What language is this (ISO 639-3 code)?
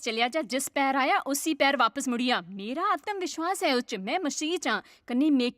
doi